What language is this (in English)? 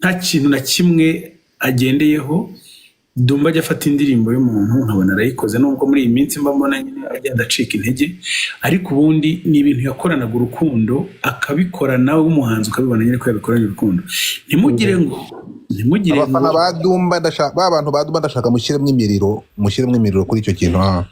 Kinyarwanda